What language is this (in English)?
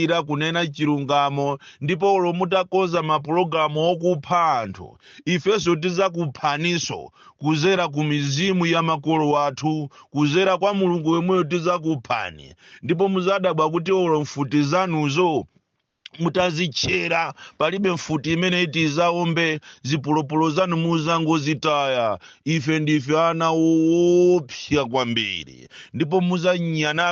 Nyanja